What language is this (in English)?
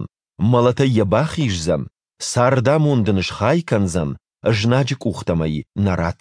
Ossetic